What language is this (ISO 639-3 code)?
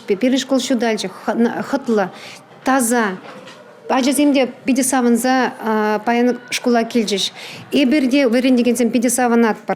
chv